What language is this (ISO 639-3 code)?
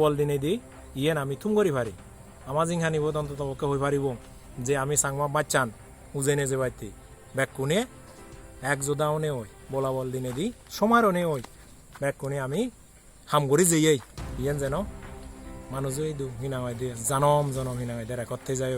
ccp